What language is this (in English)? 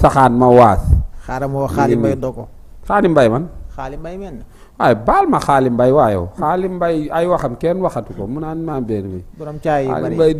Wolof